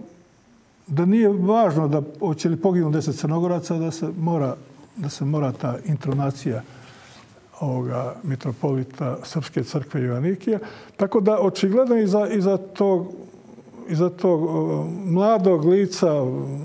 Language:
Croatian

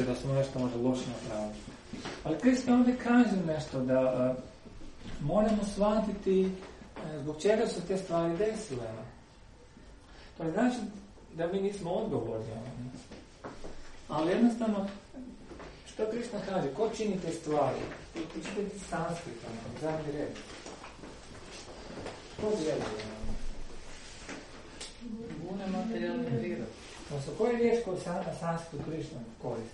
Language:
Croatian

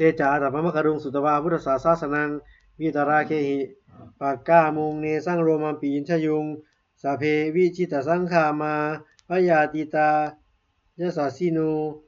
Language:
Pali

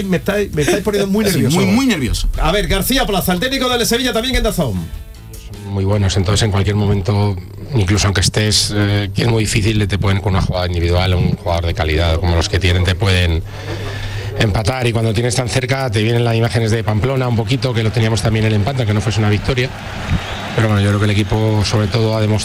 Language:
Spanish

